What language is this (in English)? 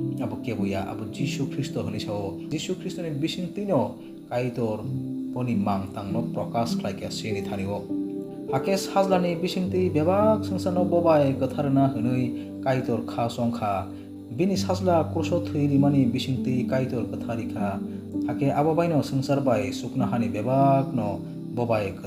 Kok Borok